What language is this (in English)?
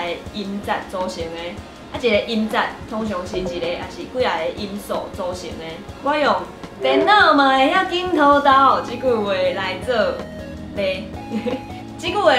Min Nan Chinese